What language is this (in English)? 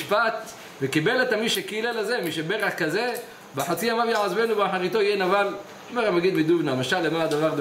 Hebrew